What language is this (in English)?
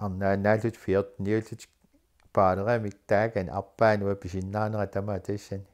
Kalaallisut